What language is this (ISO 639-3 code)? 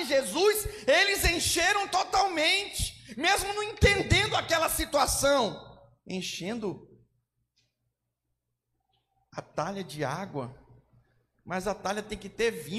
por